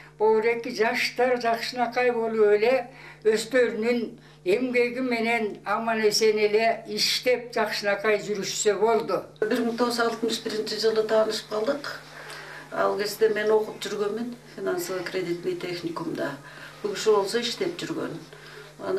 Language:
Kyrgyz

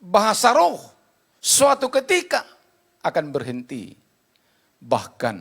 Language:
Batak Toba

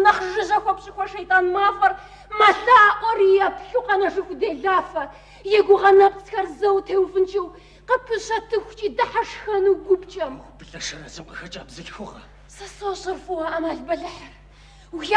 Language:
Kabardian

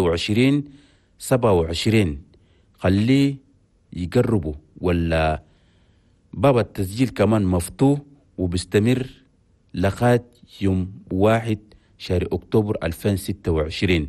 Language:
Chadian Arabic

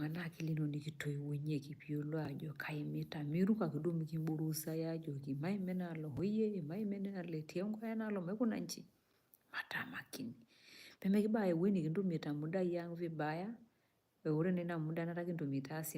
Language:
Masai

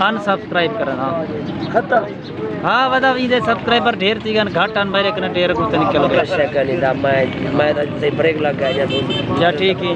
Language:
Saraiki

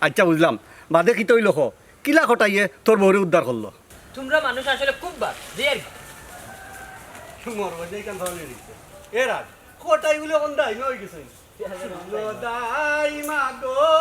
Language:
Sylheti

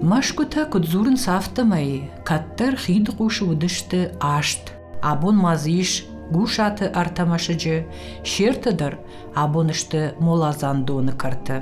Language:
Ossetic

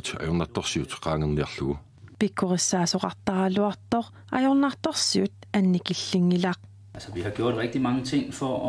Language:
Kalaallisut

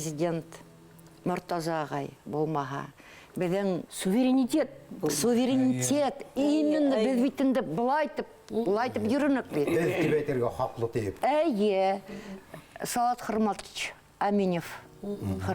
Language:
Bashkir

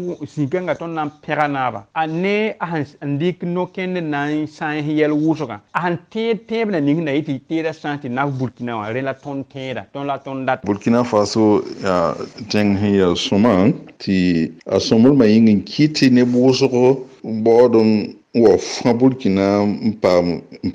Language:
Mossi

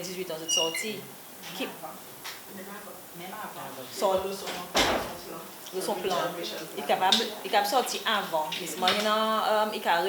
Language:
Seselwa Creole French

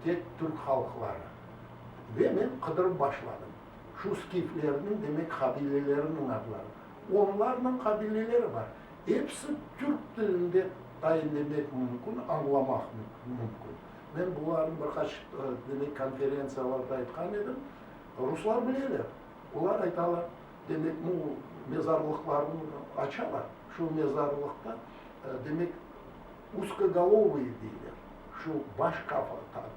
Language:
Crimean Tatar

